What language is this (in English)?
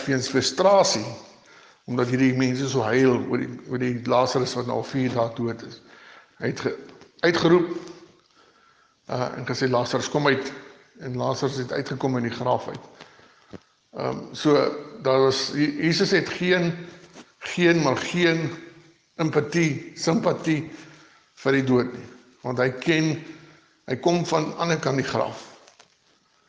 Afrikaans